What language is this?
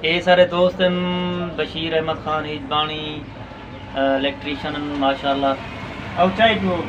Saraiki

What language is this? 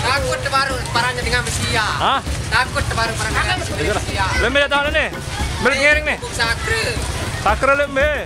Sasak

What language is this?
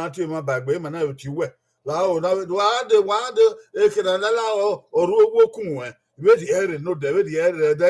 Bini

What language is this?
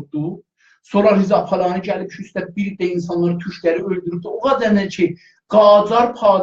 South Azerbaijani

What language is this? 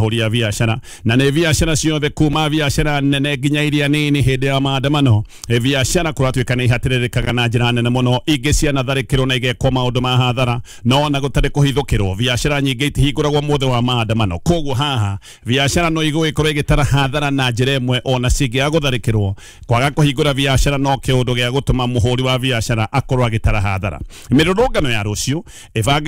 Kikuyu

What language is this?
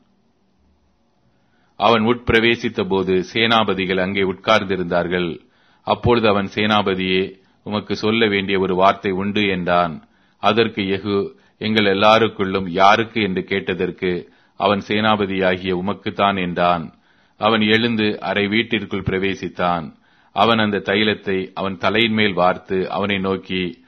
Tamil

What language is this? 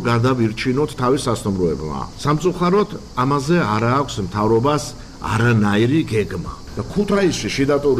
Georgian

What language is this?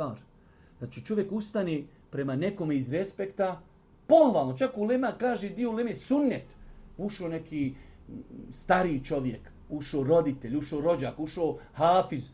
Bosnian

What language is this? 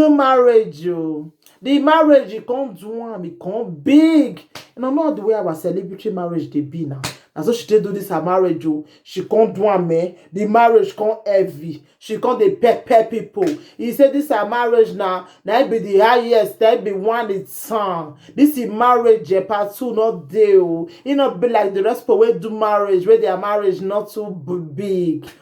Nigerian Pidgin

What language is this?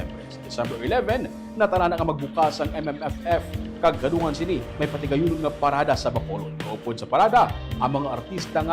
Hiligaynon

